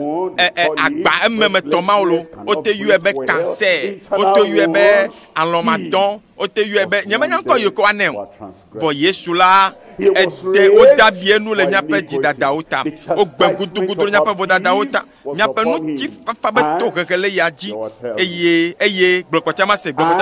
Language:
Ewe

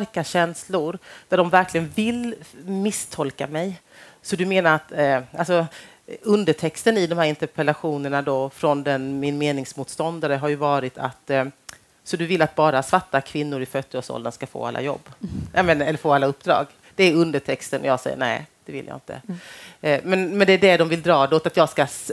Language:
Swedish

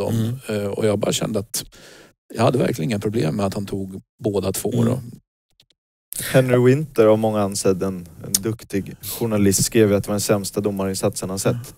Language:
Swedish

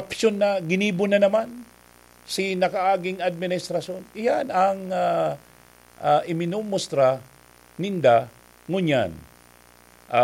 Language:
Bikol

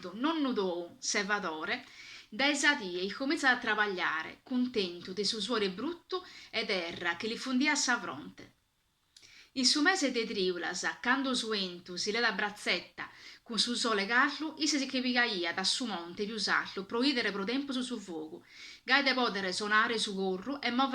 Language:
Sardinian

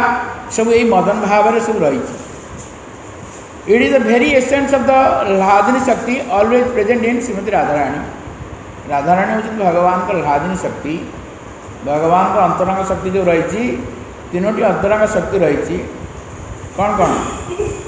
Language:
Odia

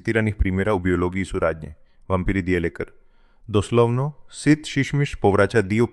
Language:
Croatian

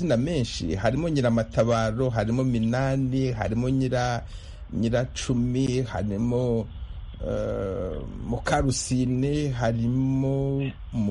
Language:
Kinyarwanda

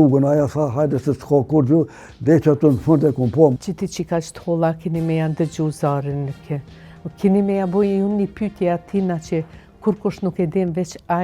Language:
Albanian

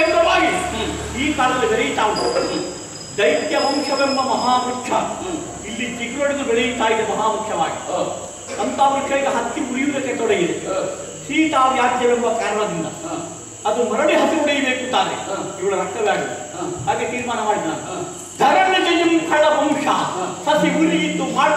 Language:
Kannada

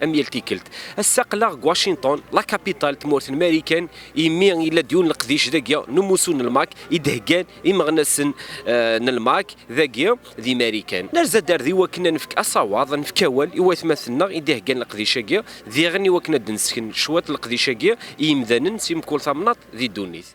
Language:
Kabyle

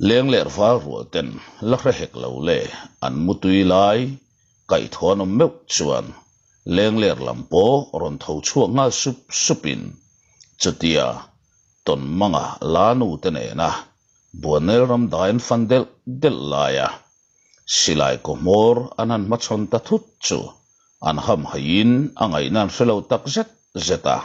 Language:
Mizo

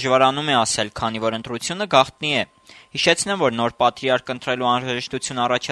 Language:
Armenian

